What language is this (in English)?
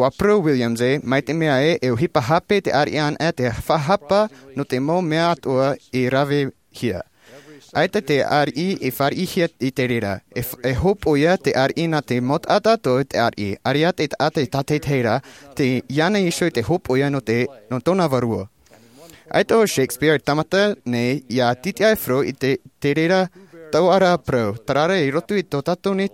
Tahitian